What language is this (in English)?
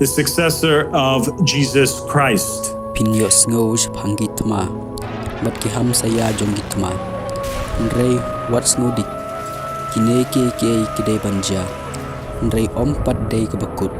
Khasi